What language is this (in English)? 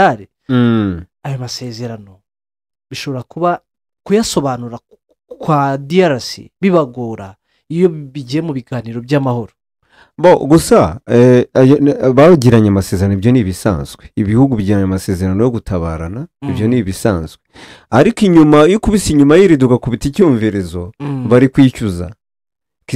Kinyarwanda